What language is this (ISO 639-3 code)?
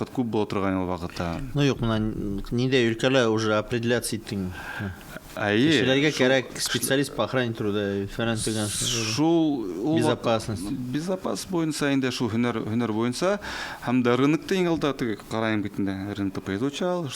bak